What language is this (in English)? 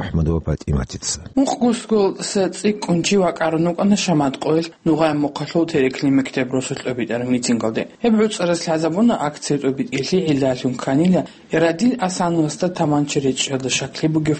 Avaric